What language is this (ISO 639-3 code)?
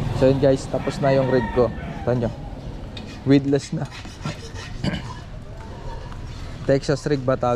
fil